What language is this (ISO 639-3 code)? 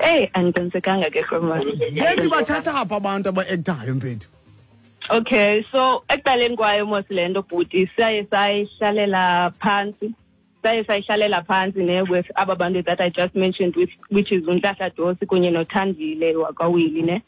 xho